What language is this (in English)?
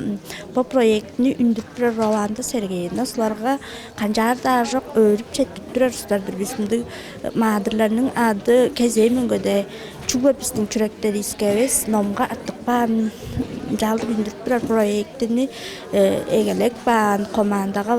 Tuvinian